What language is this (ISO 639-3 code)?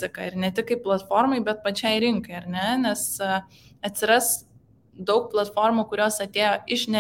lit